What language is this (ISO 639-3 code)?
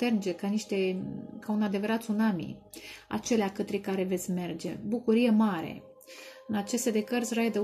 ron